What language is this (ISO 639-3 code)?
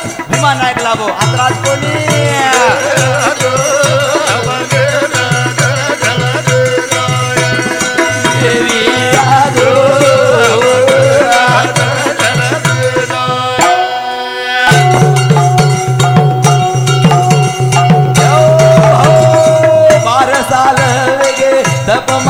lmn